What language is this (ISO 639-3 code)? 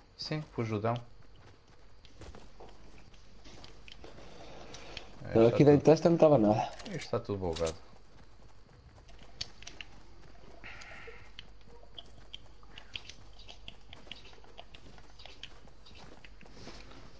por